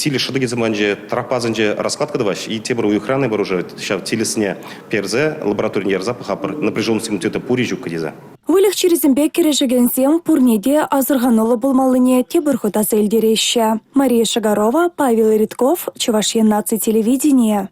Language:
Chuvash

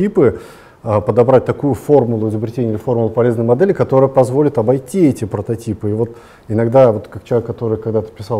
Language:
Russian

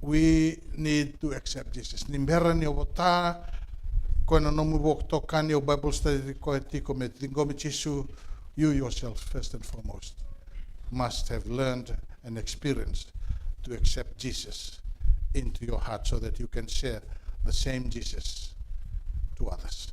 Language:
Fijian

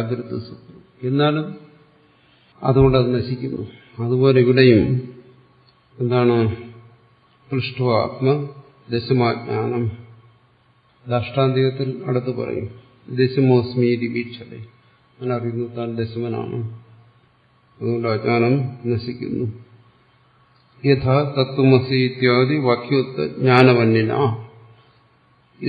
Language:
Malayalam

